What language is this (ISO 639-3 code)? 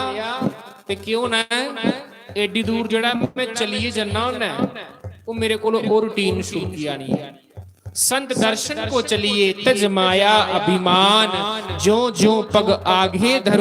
doi